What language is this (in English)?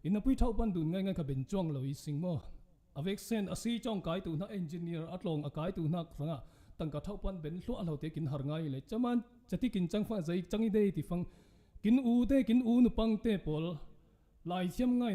Falam Chin